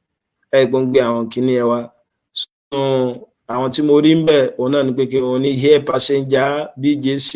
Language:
Yoruba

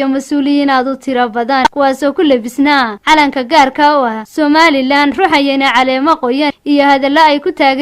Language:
Somali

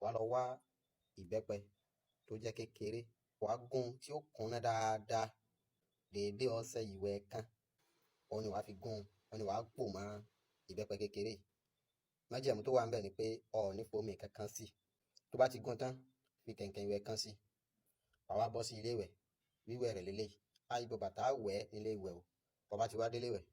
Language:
Yoruba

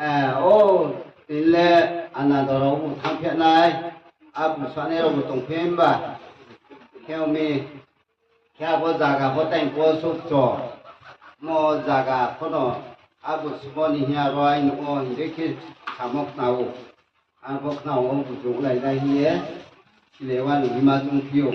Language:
Riang (India)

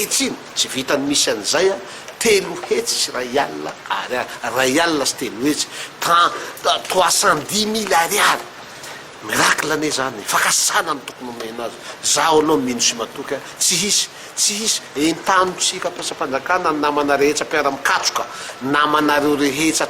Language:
Malagasy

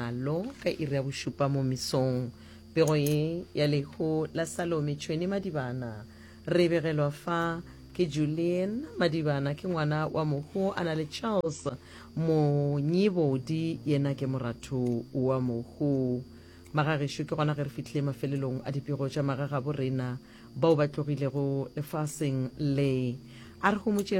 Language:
Northern Sotho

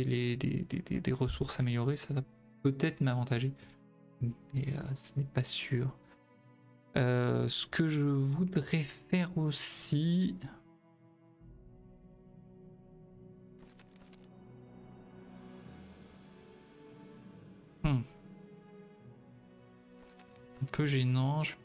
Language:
French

